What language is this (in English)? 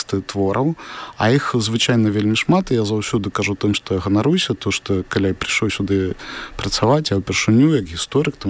Belarusian